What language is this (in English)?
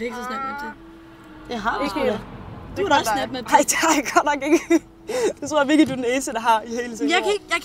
Danish